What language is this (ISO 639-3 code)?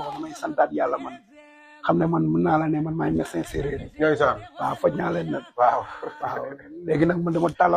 wol